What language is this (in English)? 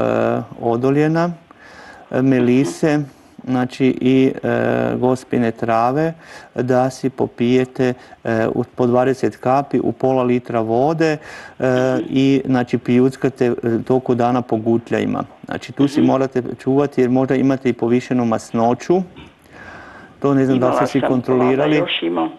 Croatian